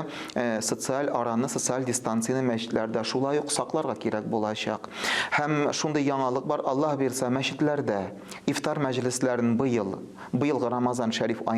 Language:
Tatar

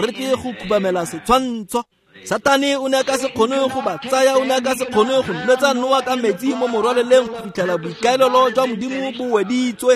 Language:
Tswana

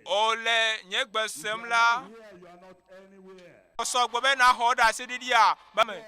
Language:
Ewe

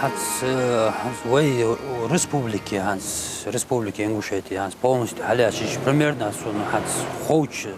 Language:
Ingush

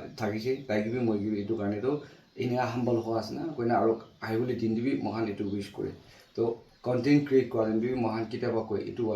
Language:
Naga Pidgin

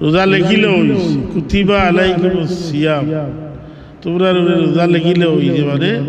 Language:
Sylheti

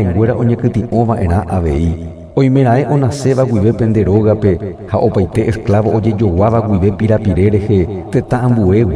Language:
Guarani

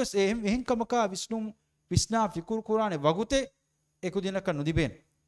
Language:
Divehi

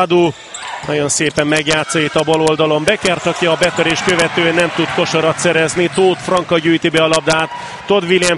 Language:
Hungarian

